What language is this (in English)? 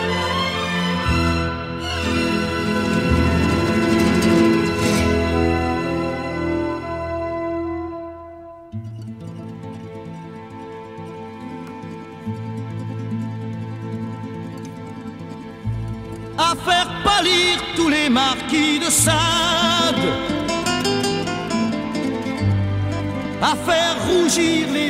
French